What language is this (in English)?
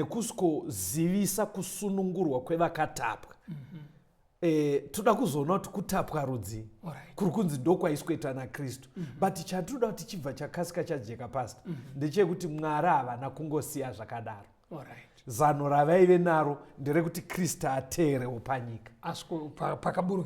Shona